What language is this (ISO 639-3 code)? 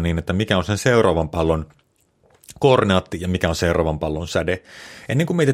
fin